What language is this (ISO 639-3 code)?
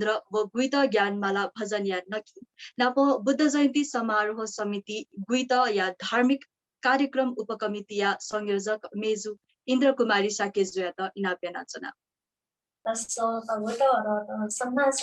new